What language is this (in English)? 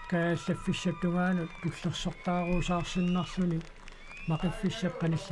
Kalaallisut